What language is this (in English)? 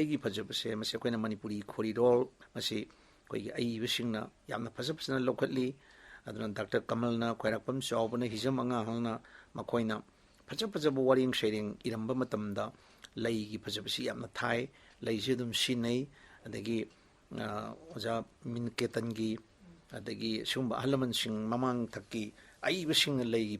Manipuri